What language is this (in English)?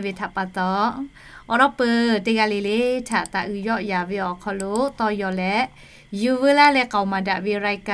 Lahu